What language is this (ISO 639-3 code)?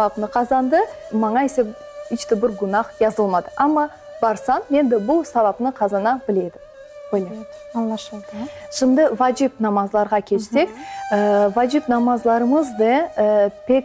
crh